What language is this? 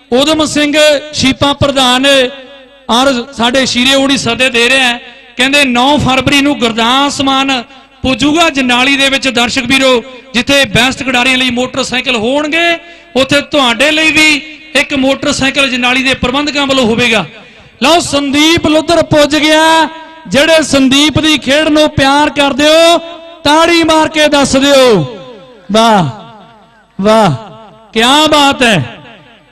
Punjabi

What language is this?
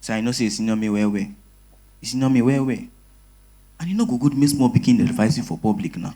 Nigerian Pidgin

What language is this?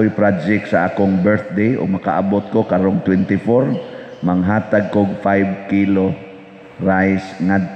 Cebuano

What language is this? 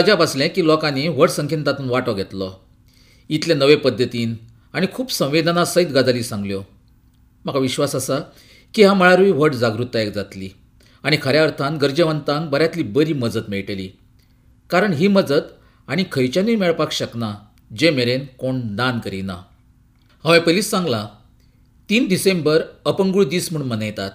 Konkani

